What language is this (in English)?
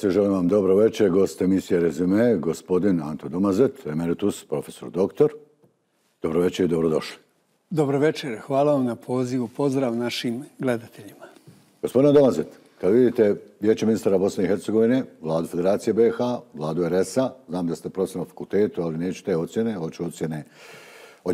Bosnian